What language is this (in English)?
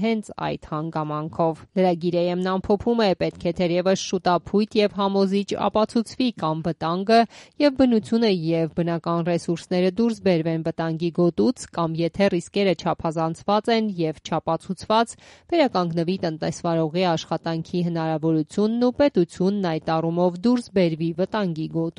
Armenian